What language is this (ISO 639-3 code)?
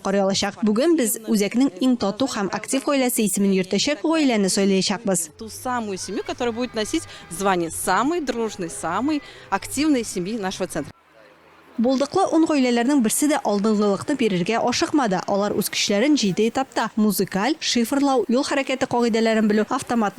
tat